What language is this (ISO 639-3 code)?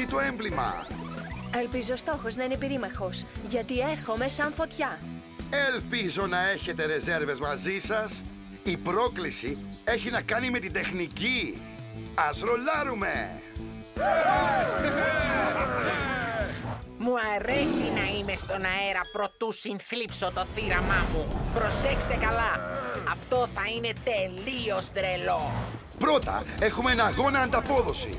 ell